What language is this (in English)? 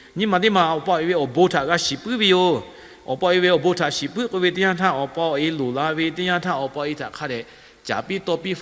Lahu